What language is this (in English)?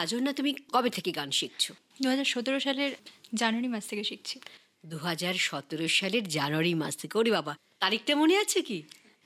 Bangla